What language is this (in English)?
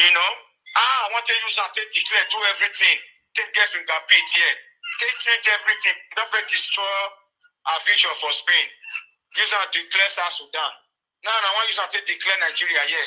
Nigerian Pidgin